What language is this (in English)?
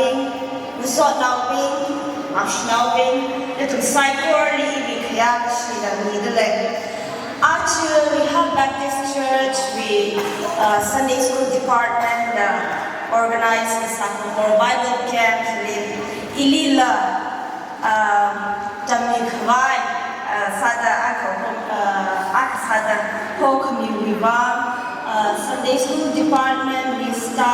Tangkhul Naga (India)